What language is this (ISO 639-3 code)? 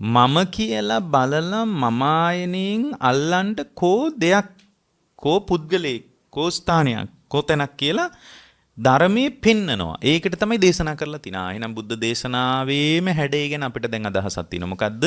sin